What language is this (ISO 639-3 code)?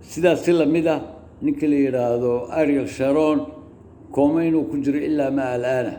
som